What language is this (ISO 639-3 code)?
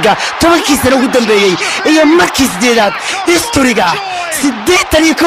som